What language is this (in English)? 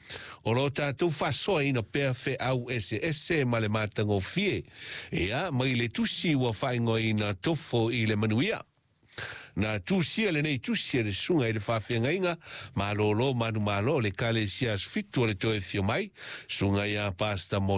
Samoan